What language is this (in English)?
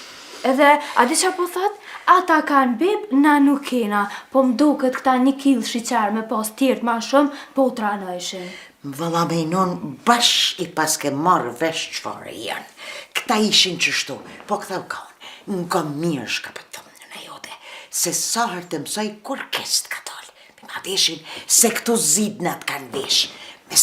Albanian